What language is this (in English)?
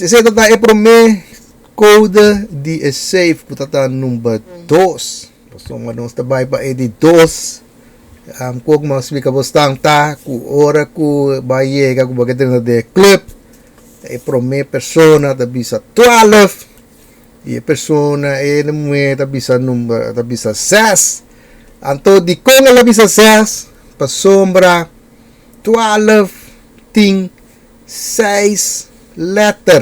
Papiamento